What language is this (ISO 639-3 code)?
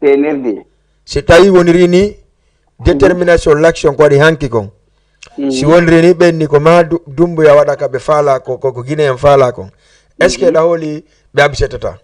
ful